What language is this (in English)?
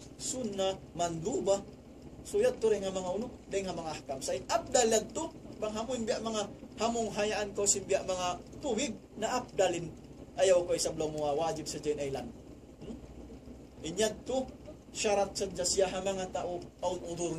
Tausug